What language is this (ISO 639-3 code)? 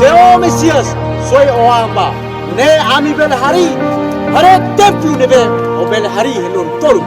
tet